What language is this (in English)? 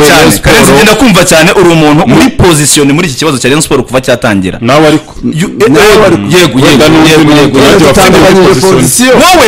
Kinyarwanda